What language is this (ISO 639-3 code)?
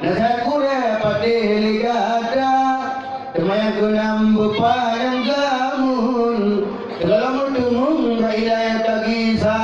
ace